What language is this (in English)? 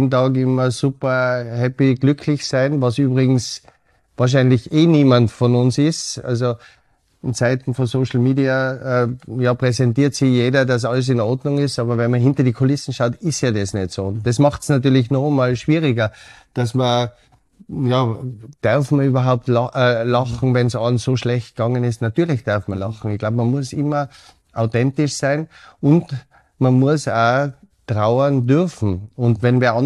German